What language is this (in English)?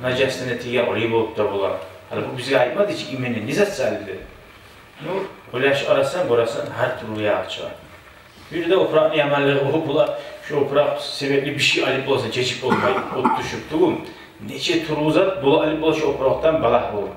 Kumyk